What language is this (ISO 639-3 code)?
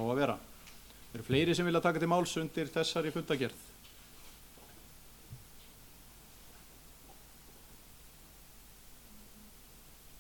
isl